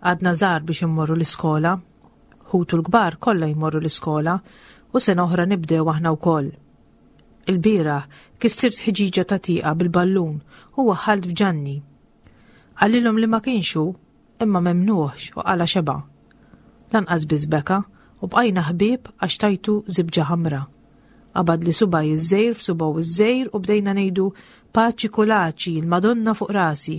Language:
Maltese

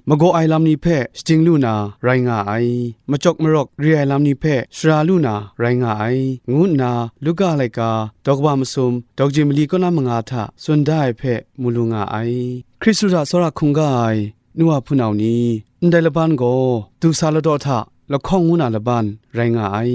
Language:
Kachin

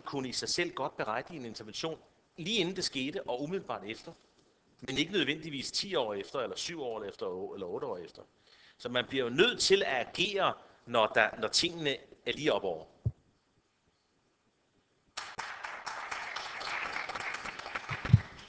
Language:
Danish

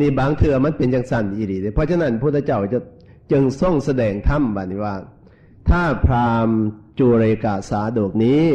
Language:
Northeastern Thai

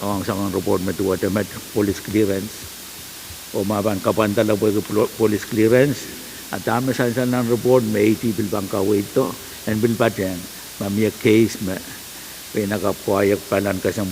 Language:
Pohnpeian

